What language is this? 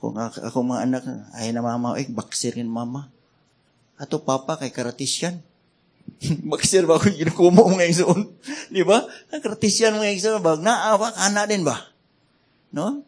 Cebuano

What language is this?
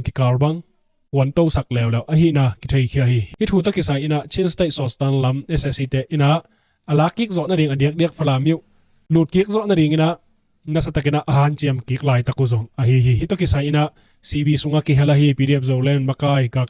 Tedim Chin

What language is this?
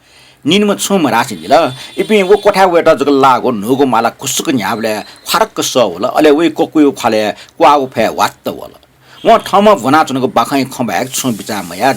Newari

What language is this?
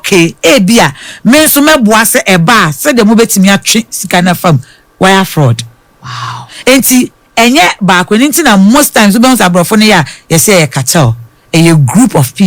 Akan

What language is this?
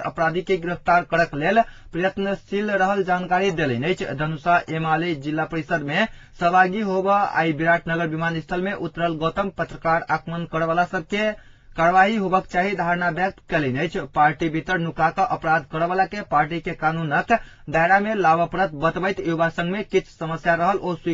Maithili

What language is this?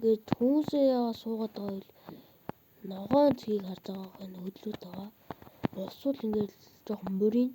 Mongolian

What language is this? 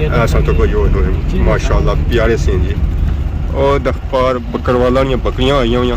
Pahari-Potwari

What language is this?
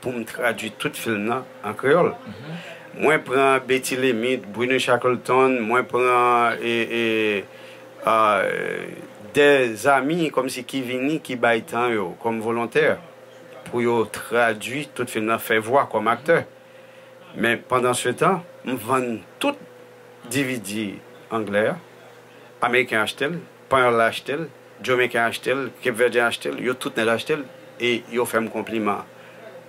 Haitian Creole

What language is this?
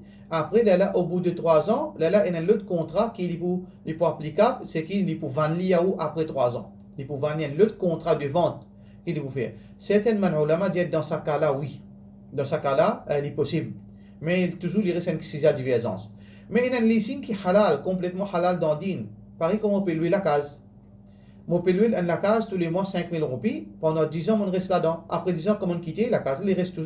Morisyen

